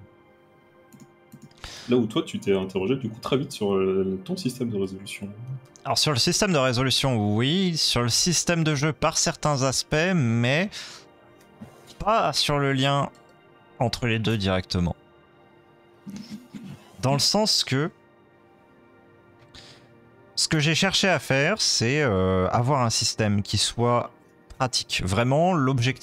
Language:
French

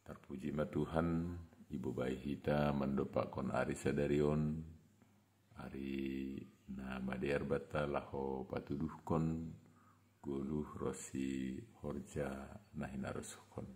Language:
Batak Simalungun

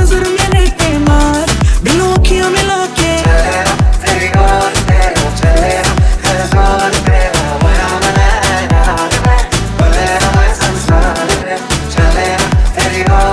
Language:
Hindi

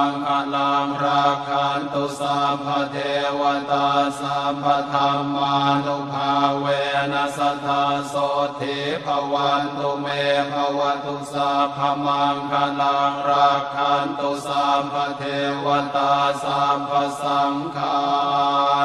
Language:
Pali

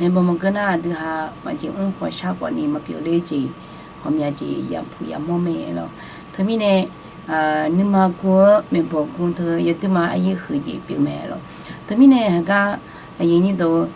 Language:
Akha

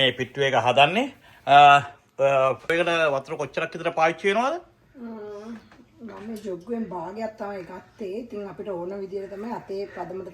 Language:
Sinhala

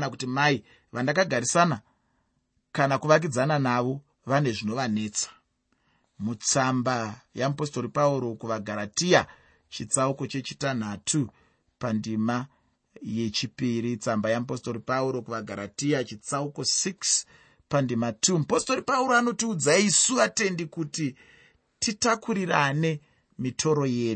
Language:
Shona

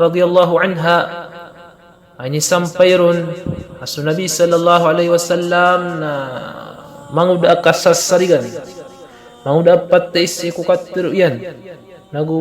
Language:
Maranao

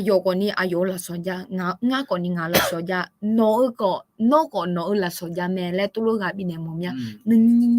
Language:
Akha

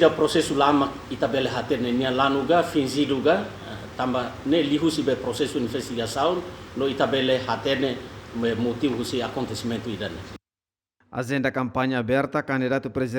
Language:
Tetum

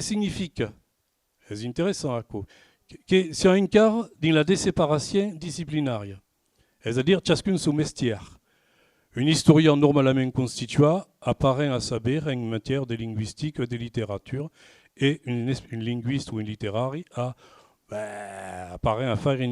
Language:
Occitan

